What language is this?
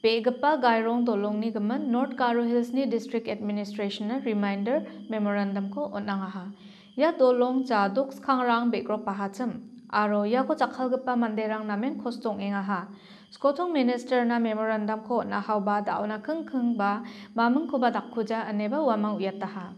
Garo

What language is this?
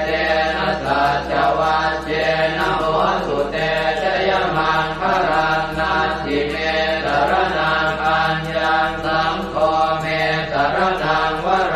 Pali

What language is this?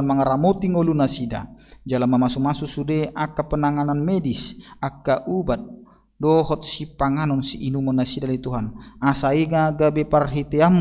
Batak Toba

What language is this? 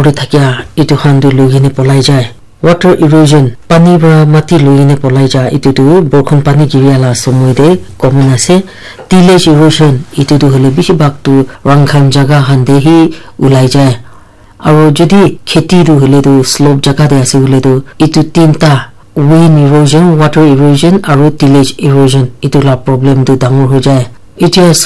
Naga Pidgin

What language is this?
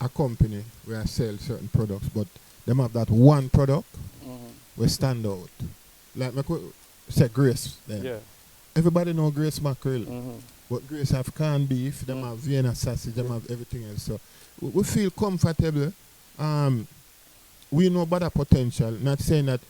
Jamaican Creole English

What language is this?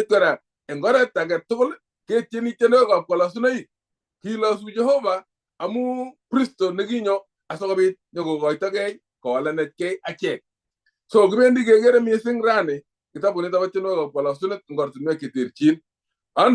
Kalenjin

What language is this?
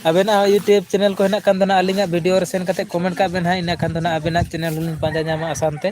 Santali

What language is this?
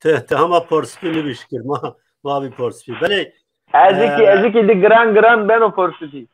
Zaza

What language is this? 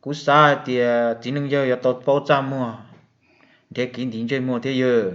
Hmong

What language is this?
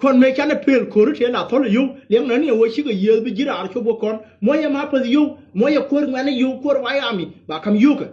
Nuer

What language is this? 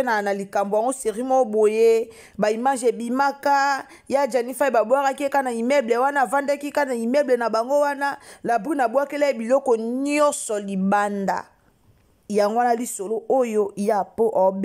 Lingala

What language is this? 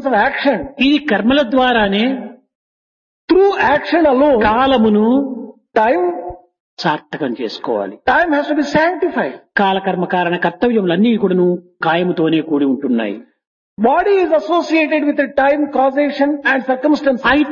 Telugu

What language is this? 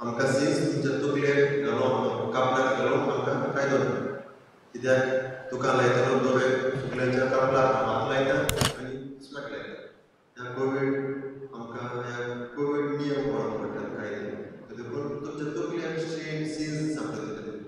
Konkani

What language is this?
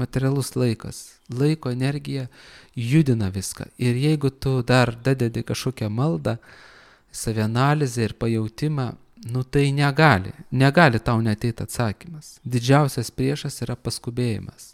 Lithuanian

